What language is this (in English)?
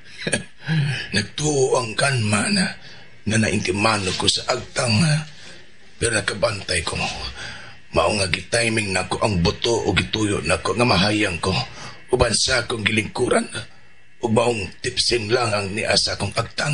Cebuano